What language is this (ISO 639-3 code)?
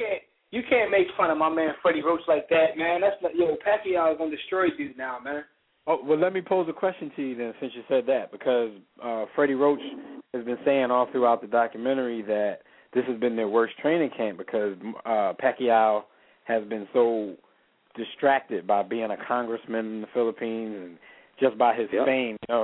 eng